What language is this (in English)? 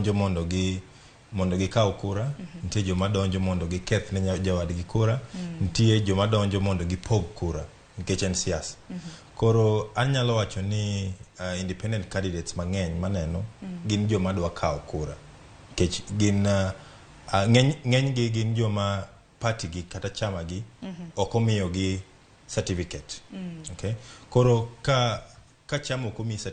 Luo (Kenya and Tanzania)